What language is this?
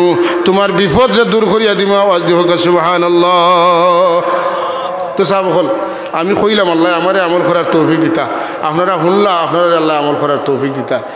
Sylheti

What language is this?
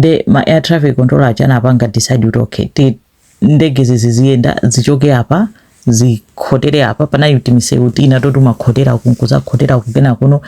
Nyanja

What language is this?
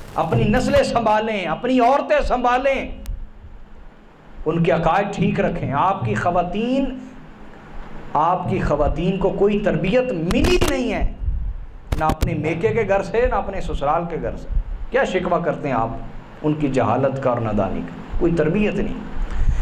Urdu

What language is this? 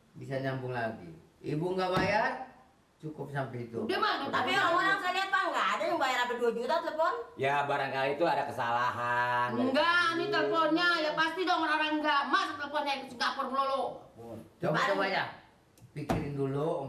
Betawi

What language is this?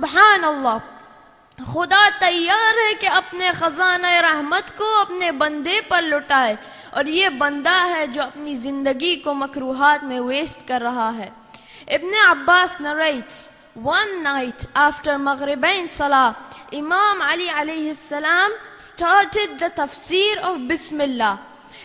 Urdu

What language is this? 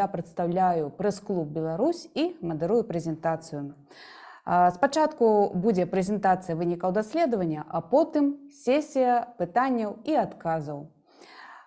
Belarusian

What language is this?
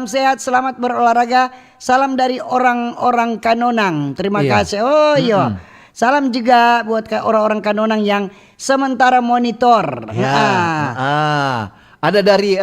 Manado Malay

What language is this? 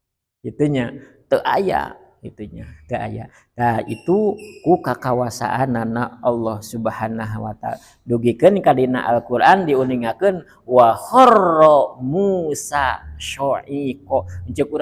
Sundanese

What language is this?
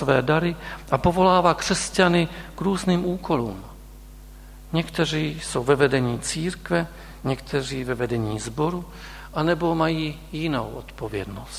Czech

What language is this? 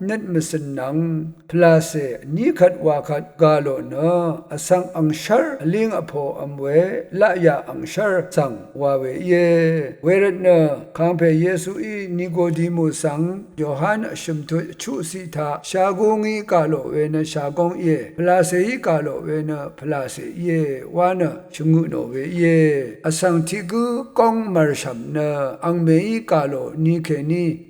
Rawang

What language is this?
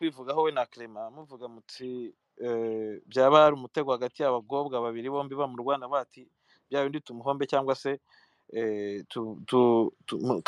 Kinyarwanda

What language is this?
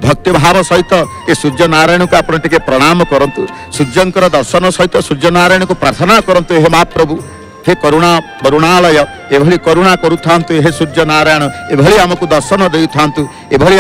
Odia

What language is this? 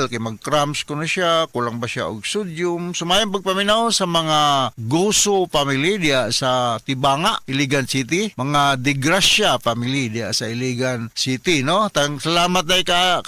Cebuano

